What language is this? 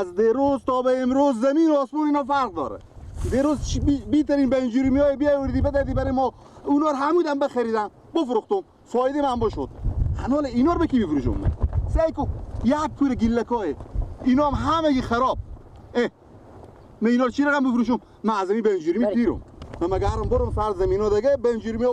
Persian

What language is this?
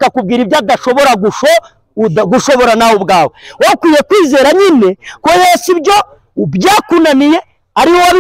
Kinyarwanda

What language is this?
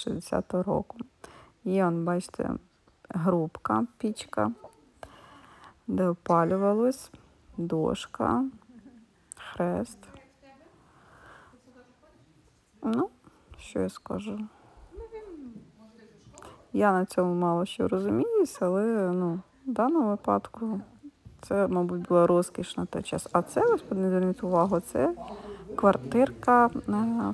Ukrainian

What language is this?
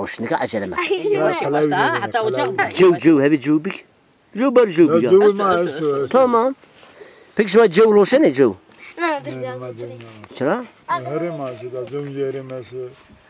Zaza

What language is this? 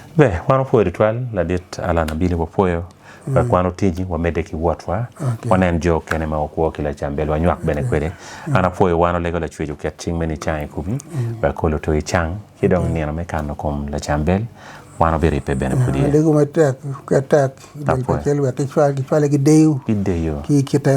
Acoli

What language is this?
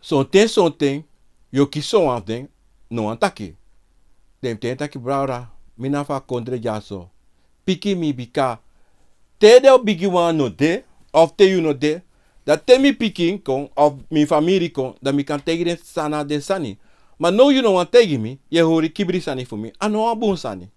Sranan Tongo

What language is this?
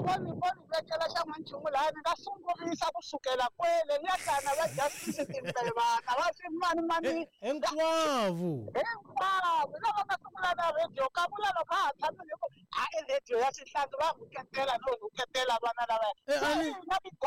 Tsonga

